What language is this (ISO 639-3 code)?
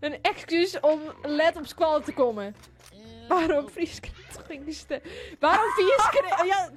fry